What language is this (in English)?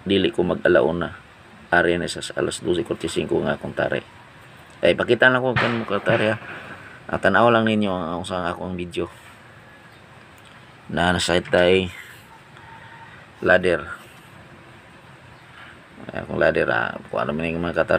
Cebuano